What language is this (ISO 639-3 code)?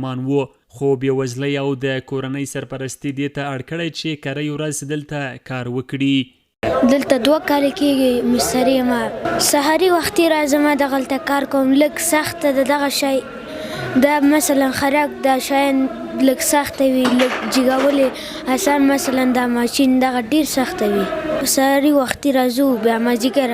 pus